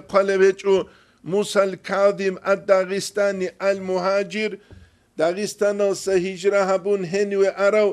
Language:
Avaric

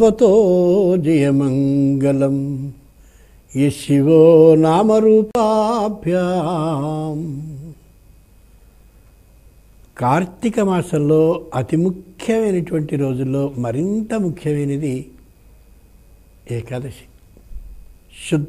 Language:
Telugu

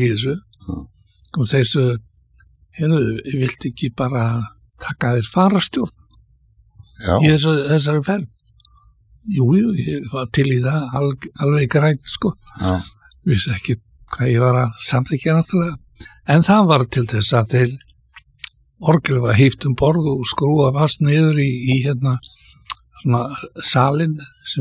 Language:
Icelandic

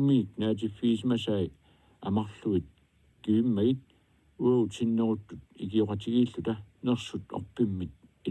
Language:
Kalaallisut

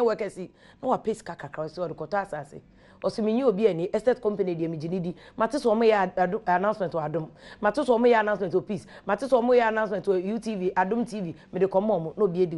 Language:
Akan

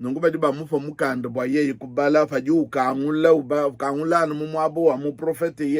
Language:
Luba-Lulua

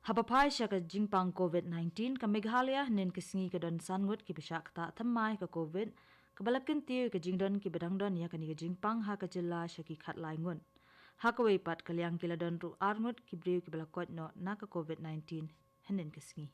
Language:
Khasi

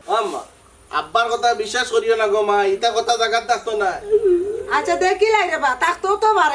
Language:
Sylheti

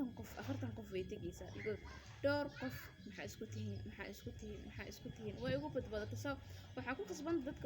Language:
Somali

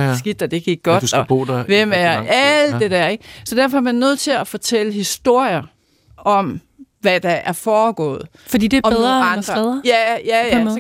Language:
Danish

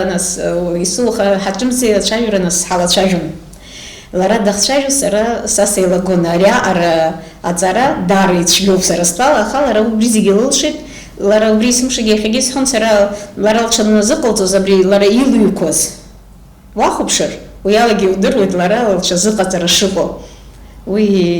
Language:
Abkhazian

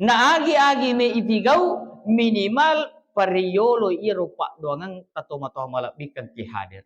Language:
Buginese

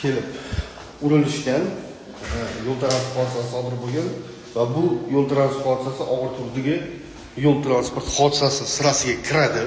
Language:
Uzbek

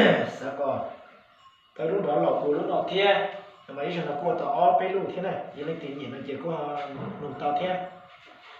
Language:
Hmong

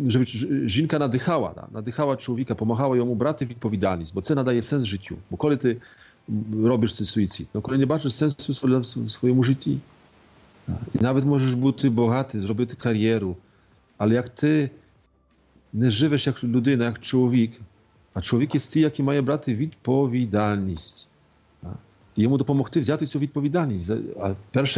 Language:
Ukrainian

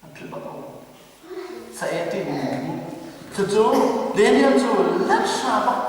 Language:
Hakha Chin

